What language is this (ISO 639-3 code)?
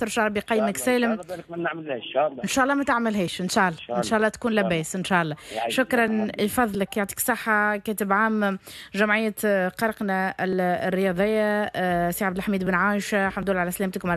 aeb